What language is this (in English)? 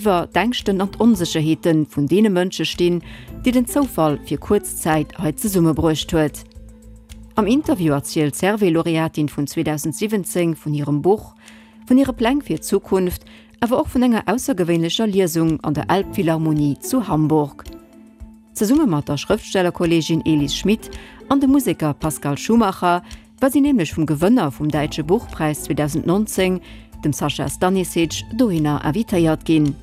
Luxembourgish